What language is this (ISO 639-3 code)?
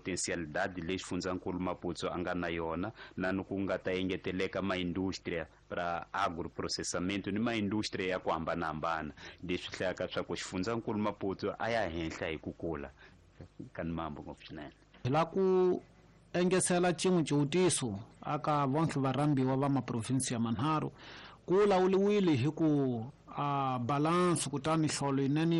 tso